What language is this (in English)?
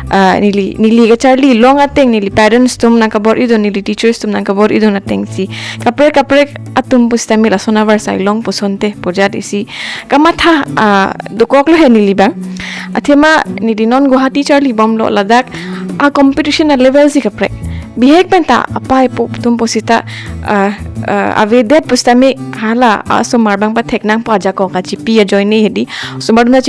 Karbi